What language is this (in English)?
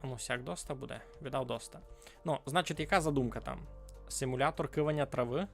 Rusyn